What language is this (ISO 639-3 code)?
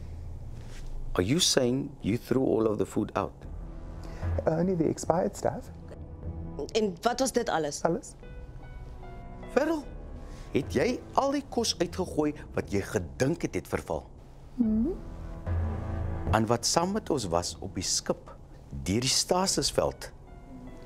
afr